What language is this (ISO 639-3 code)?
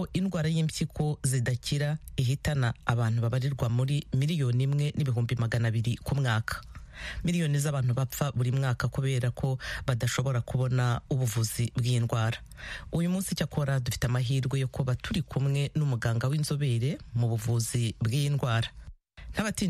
kin